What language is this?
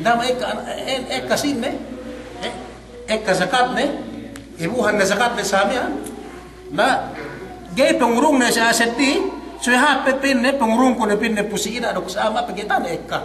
Yakan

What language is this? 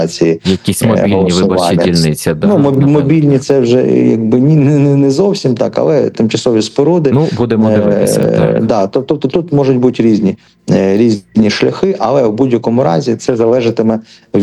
Ukrainian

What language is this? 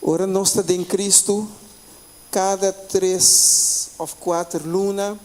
Papiamento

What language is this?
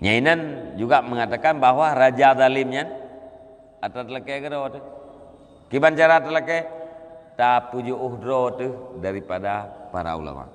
Achinese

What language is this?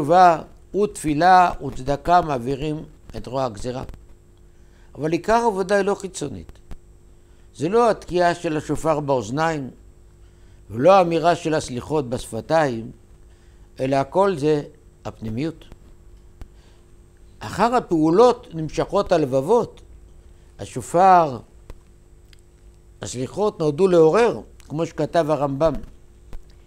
Hebrew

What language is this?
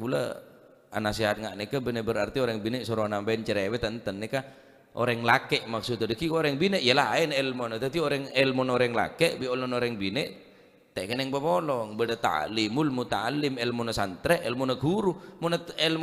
Madurese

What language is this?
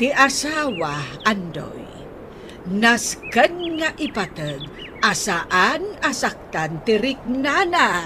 Iloko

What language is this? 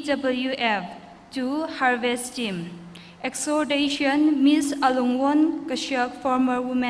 Tangkhul Naga (India)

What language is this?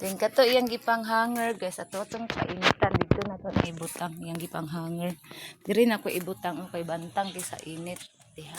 Cebuano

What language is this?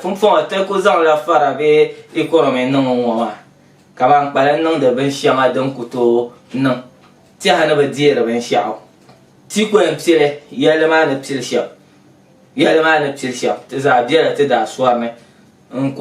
Dagbani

